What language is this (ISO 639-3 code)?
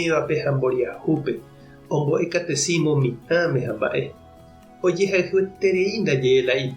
grn